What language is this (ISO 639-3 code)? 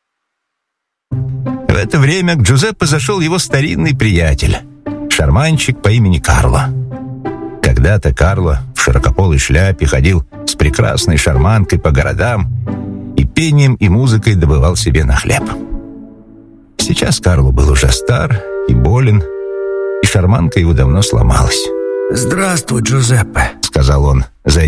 rus